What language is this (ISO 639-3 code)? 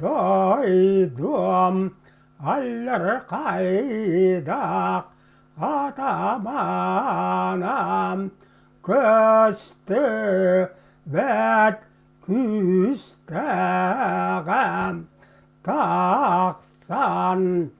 sah